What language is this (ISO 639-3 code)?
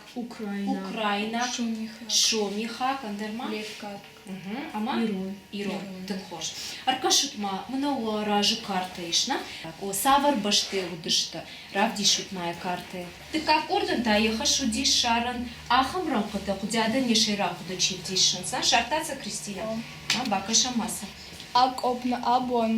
oss